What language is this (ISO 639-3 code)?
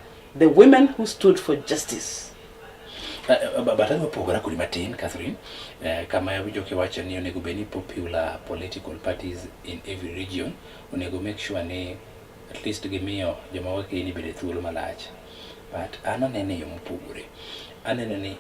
luo